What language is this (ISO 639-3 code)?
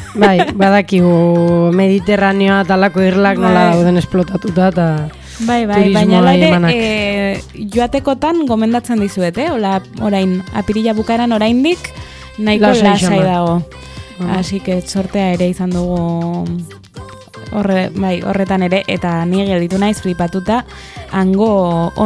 eus